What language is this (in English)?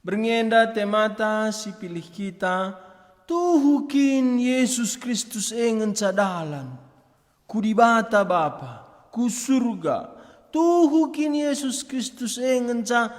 Batak Karo